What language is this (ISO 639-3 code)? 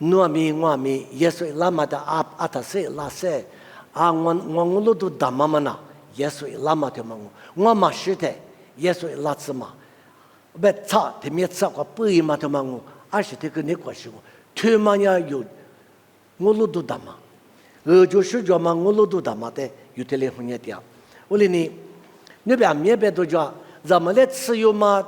lis